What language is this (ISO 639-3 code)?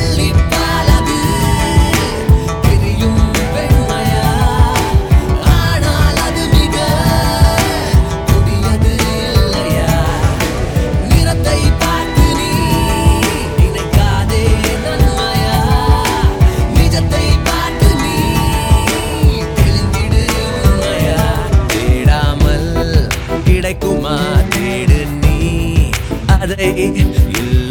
tam